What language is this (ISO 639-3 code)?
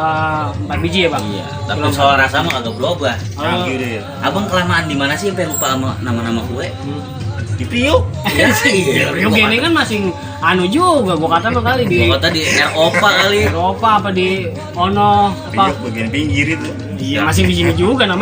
bew